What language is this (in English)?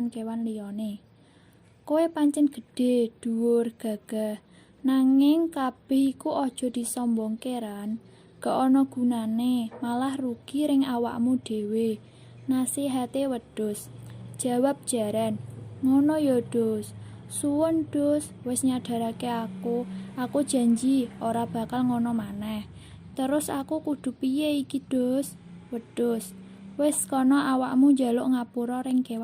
Javanese